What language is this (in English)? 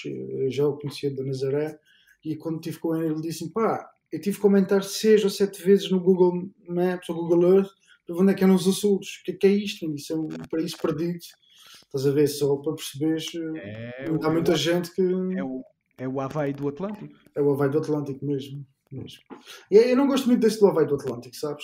Portuguese